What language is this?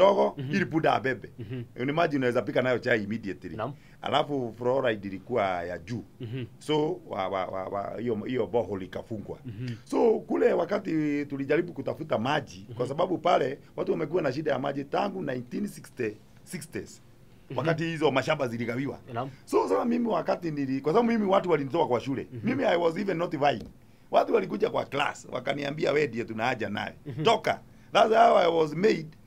Swahili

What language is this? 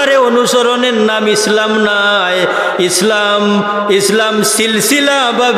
Sylheti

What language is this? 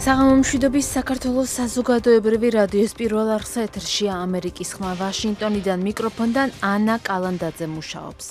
Georgian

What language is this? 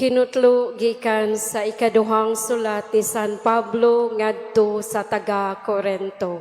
Cebuano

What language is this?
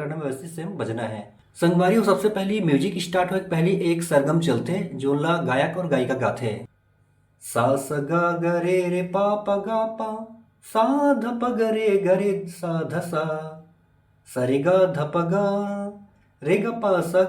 Chhattisgarhi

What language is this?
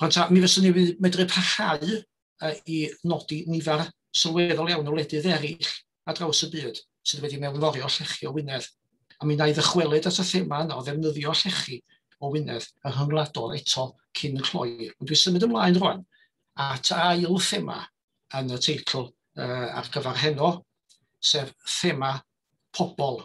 Welsh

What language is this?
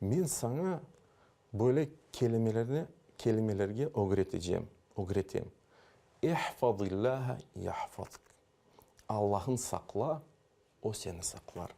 Crimean Tatar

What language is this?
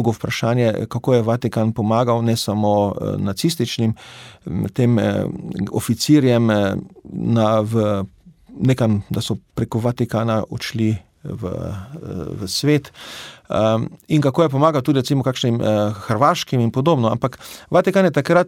Slovenian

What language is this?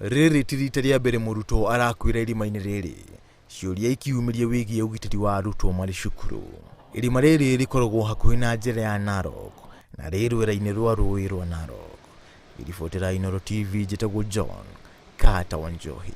Kikuyu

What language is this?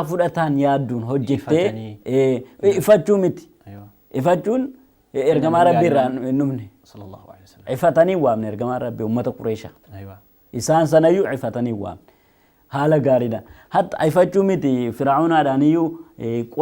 Oromo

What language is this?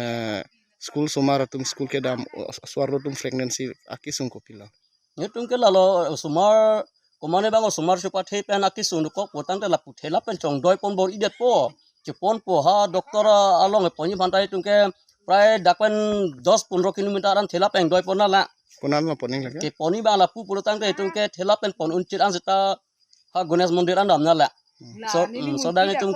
Karbi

